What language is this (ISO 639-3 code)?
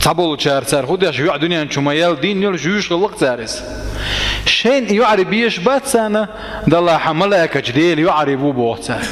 che